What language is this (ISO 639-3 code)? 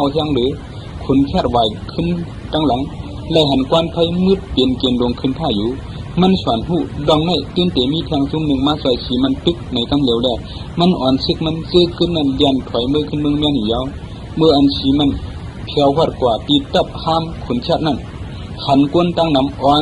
shn